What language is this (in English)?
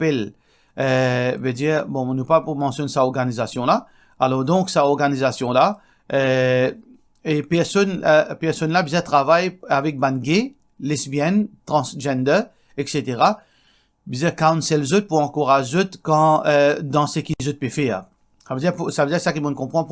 Morisyen